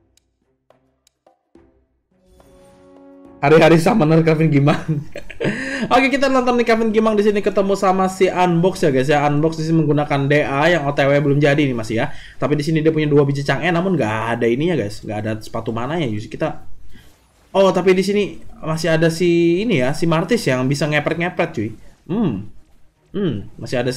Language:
Indonesian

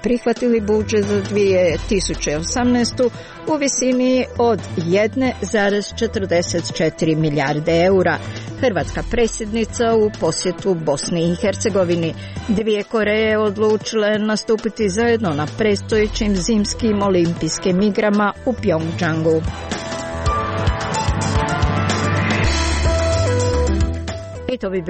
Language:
Croatian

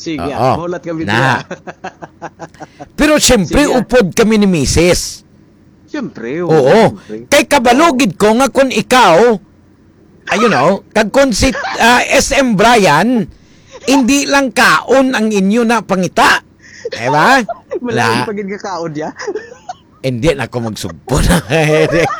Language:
Hiligaynon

